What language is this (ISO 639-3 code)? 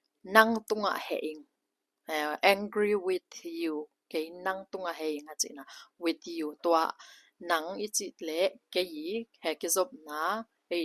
ctd